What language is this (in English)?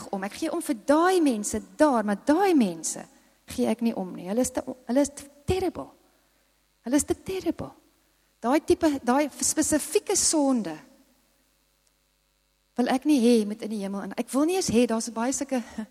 Afrikaans